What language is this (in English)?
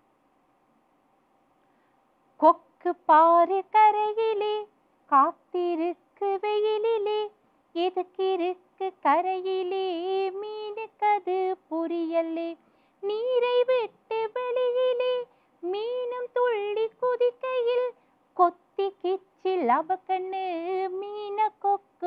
Tamil